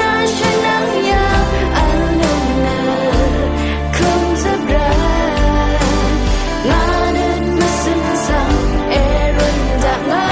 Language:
Rawang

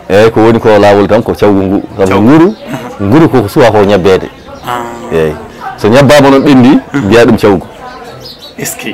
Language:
Fula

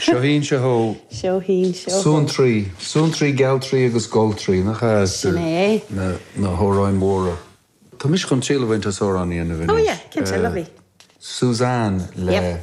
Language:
Irish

